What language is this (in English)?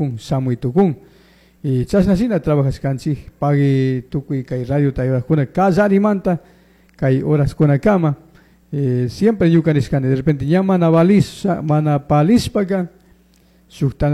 Chimborazo Highland Quichua